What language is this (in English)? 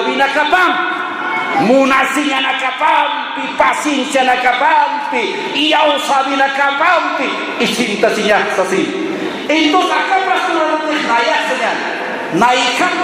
Aymara